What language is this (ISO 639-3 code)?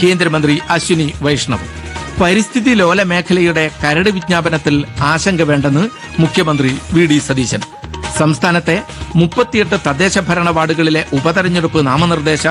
mal